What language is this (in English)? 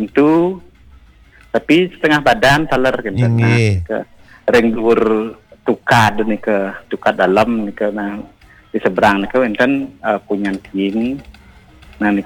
Balinese